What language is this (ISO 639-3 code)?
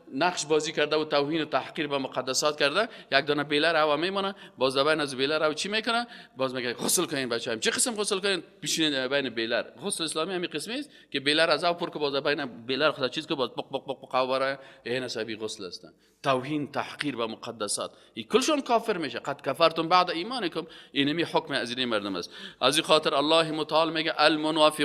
fas